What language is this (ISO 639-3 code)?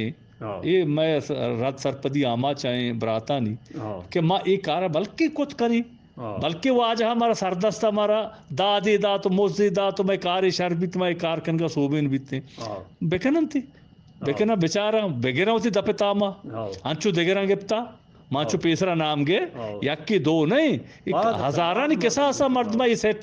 bgp